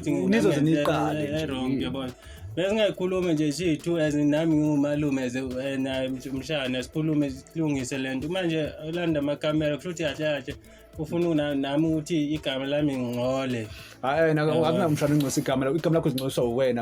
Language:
Zulu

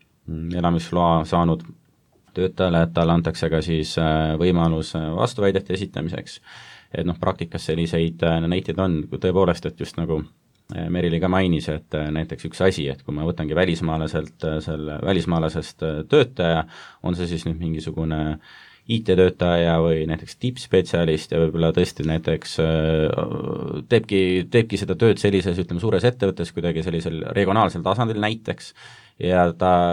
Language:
Estonian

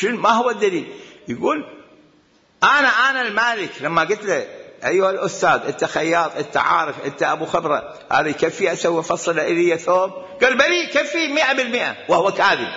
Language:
Mesopotamian Arabic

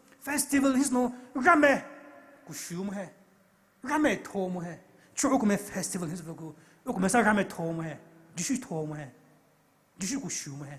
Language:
Poumei Naga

